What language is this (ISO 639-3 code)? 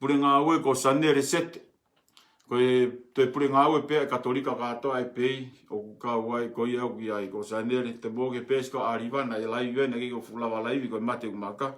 ton